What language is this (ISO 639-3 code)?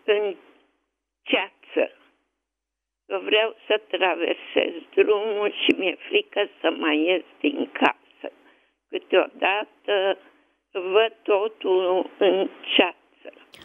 ron